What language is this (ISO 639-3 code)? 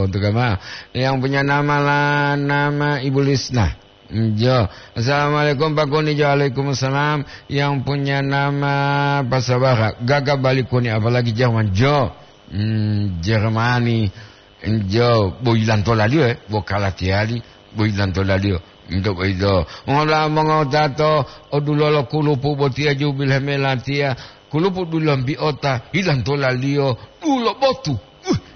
gor